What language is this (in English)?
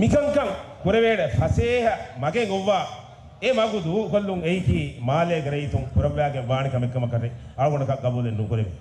Divehi